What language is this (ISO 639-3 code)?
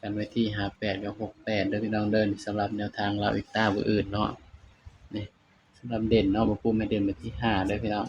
tts